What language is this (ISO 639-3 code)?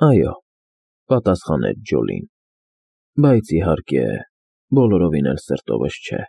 hye